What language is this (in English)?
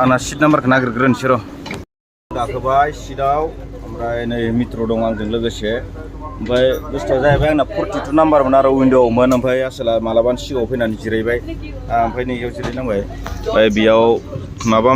Bodo